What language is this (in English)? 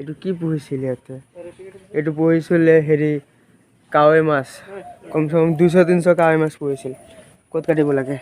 Assamese